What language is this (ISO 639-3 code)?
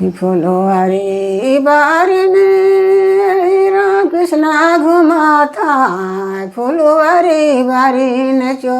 sck